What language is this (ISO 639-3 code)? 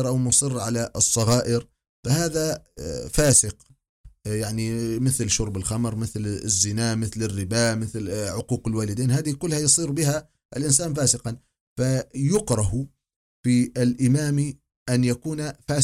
ara